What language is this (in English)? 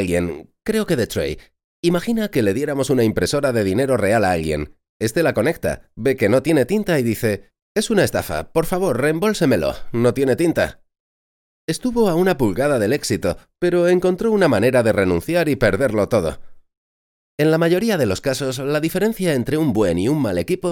Spanish